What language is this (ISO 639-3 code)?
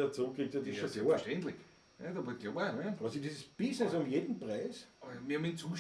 bar